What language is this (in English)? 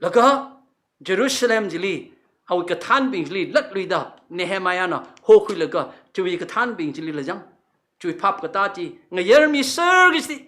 Tangkhul Naga (India)